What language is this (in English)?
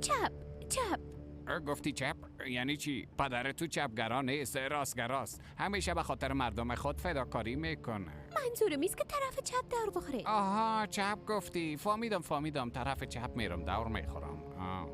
Persian